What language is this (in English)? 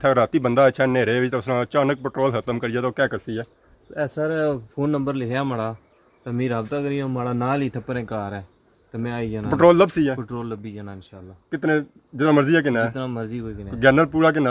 Pahari-Potwari